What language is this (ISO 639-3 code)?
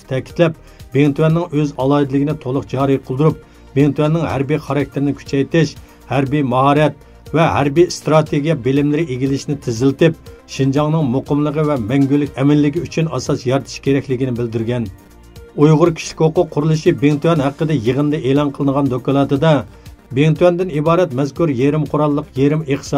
uig